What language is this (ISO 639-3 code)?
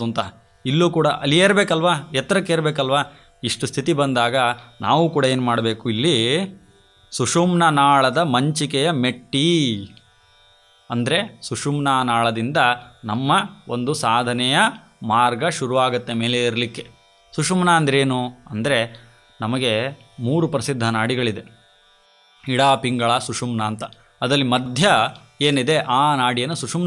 kan